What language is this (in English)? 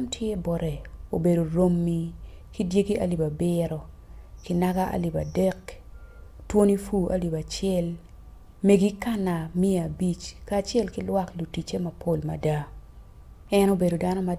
Acoli